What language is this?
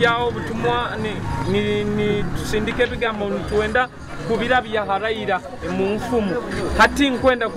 Nyoro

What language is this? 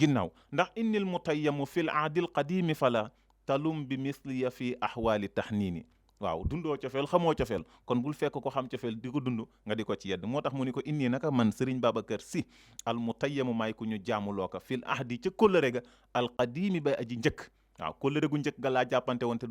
Wolof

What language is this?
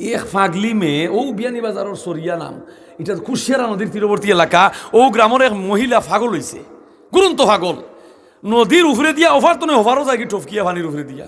Sylheti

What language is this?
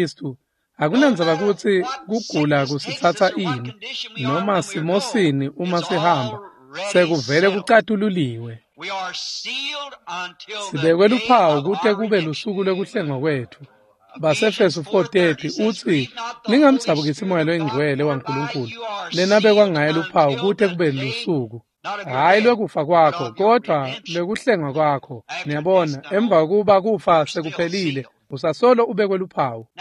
Swati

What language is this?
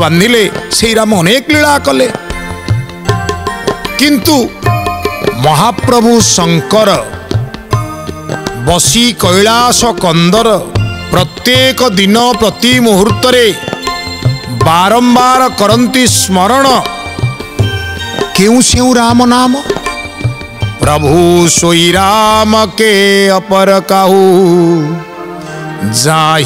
Odia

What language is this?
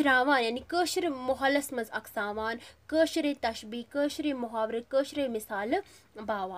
Kashmiri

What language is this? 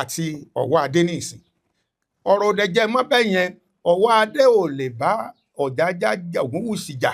Yoruba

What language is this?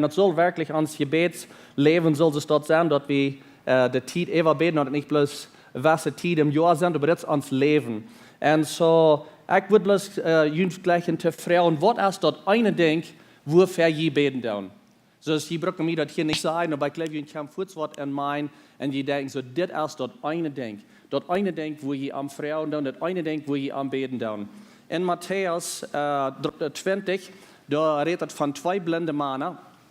Plautdietsch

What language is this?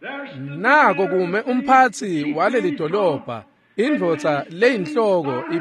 Swati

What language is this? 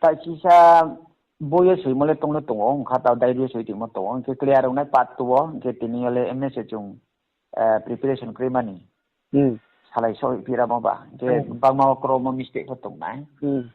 Riang (India)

